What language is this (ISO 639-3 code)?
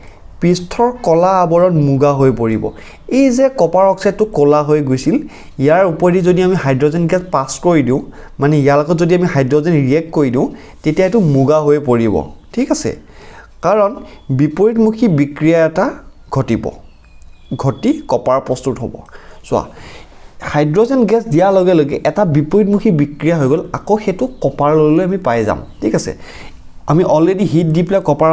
asm